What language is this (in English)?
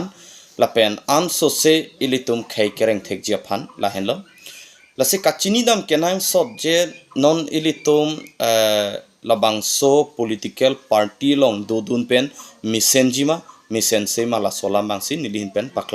Karbi